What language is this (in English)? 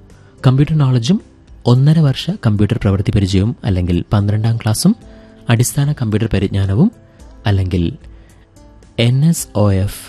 Malayalam